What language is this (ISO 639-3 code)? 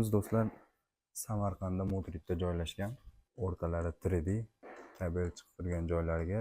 uzb